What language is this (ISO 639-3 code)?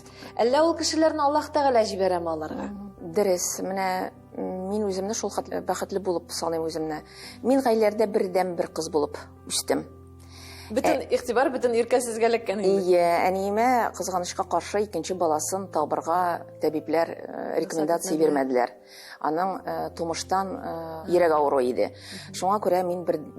tat